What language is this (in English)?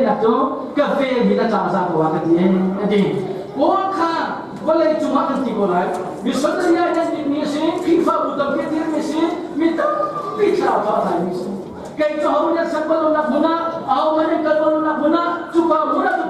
Hakha Chin